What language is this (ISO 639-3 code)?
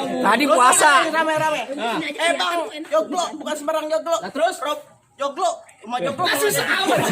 bew